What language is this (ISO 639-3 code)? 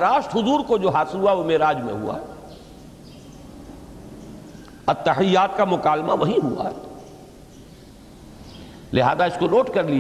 urd